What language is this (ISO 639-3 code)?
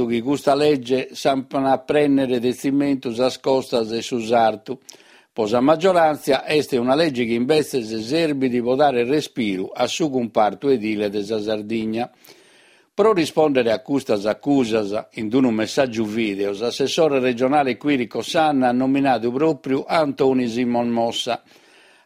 srd